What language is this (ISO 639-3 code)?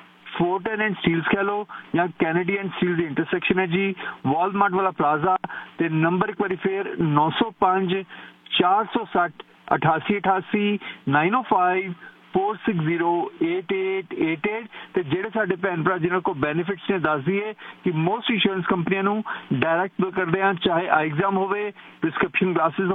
pan